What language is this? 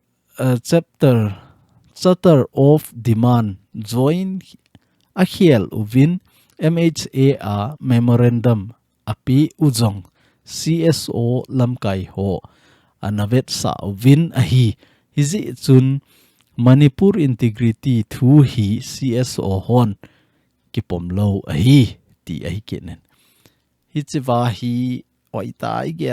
Thado Chin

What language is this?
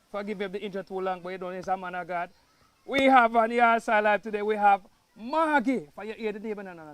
Jamaican Creole English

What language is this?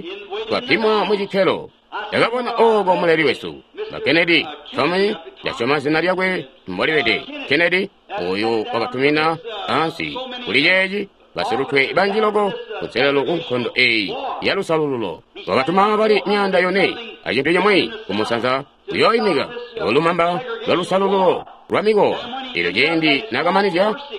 Tonga (Zambia)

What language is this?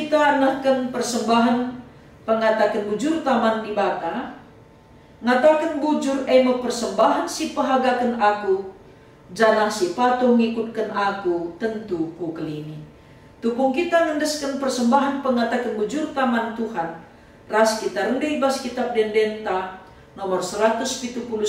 Batak Karo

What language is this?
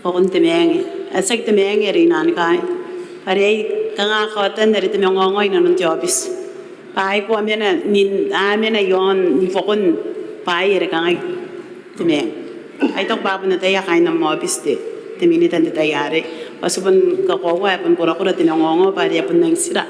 Gilbertese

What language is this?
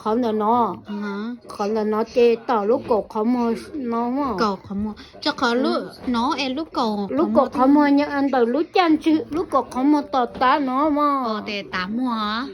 Hmong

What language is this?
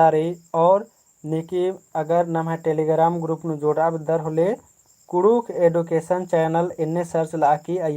Kurukh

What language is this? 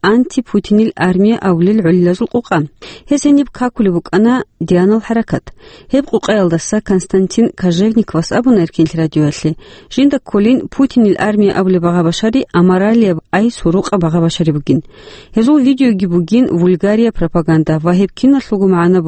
Avaric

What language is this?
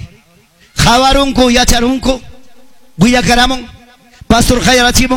Ayacucho Quechua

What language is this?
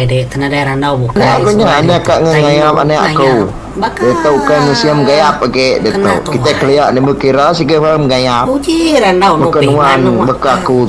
Iban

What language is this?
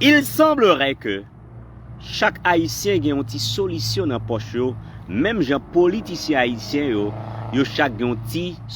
Haitian Creole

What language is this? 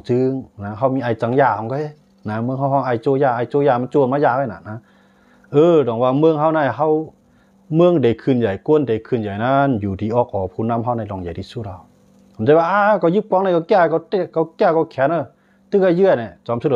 Shan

